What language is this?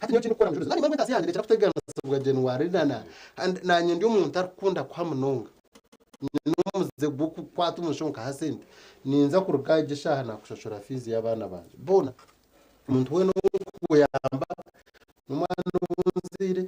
Nyankole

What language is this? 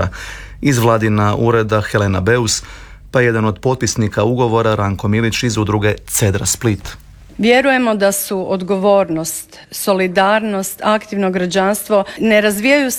Croatian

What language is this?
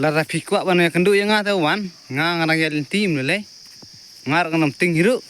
Khasi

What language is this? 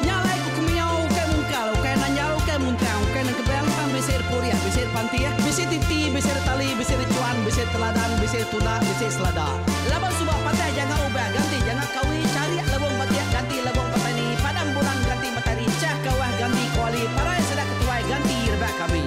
Iban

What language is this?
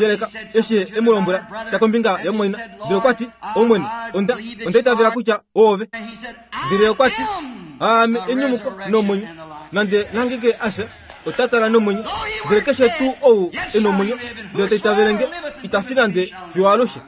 Kuanyama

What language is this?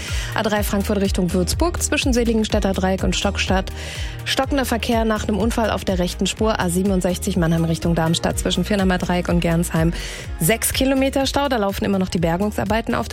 German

